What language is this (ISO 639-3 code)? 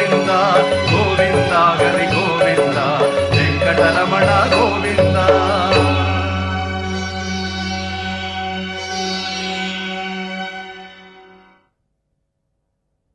tam